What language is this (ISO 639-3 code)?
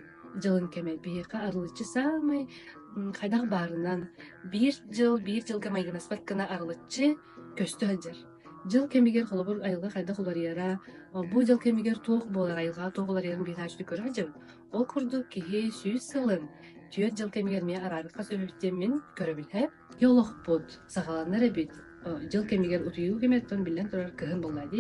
sah